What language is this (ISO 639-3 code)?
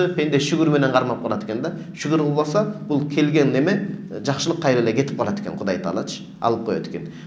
kir